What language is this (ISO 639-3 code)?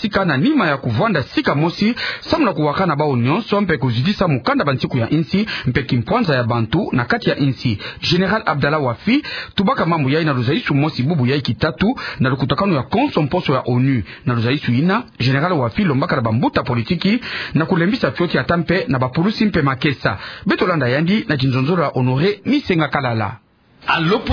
ktu